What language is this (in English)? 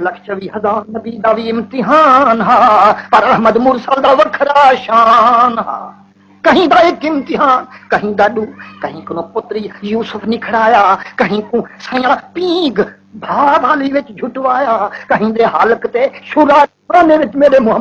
Saraiki